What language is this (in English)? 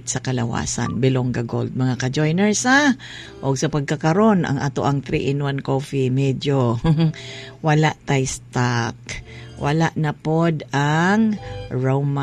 Cebuano